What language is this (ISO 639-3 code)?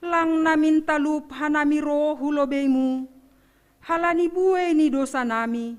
bts